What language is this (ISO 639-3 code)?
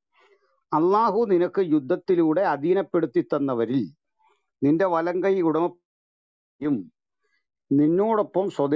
mal